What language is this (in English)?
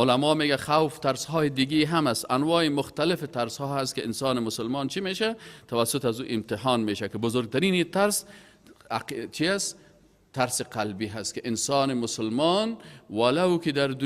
Persian